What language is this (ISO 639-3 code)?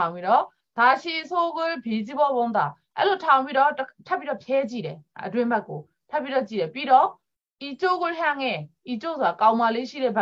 mya